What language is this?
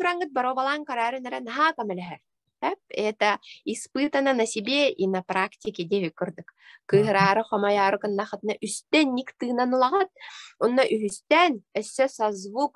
Yakut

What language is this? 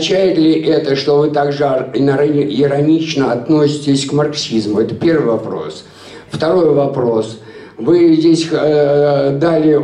Russian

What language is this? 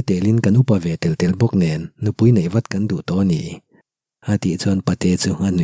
Mizo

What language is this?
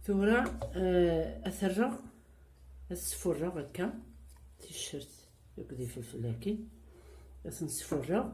Kabyle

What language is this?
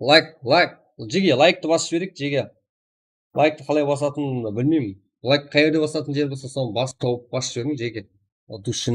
Kara-Kalpak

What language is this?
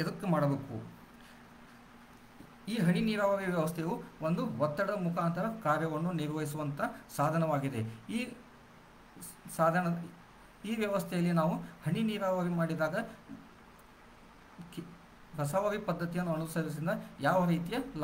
Kannada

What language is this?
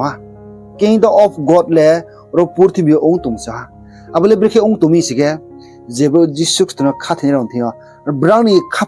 Riang (India)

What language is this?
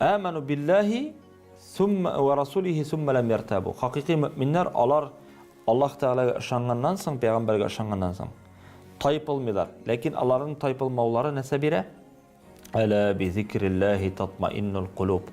Tatar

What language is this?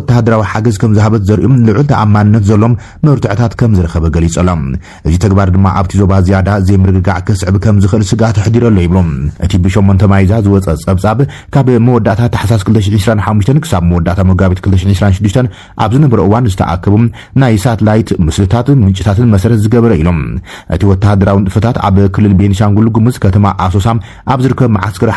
Tigrinya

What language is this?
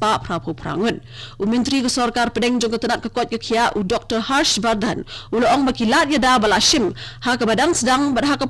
Khasi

